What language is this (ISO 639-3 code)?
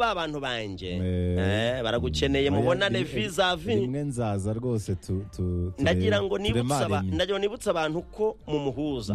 kin